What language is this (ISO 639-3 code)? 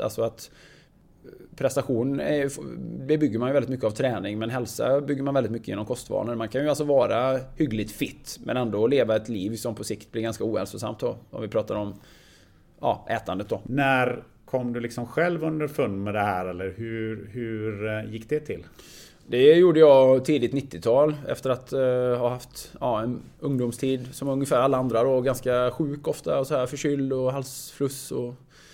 swe